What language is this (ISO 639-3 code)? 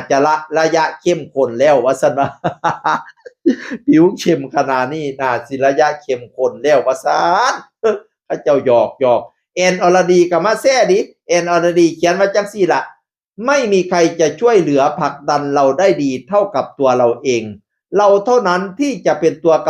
tts